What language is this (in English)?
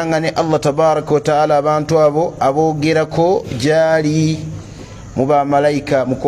Ganda